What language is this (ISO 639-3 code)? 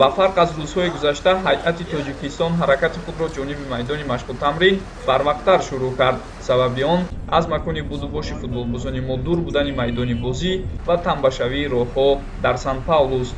tgk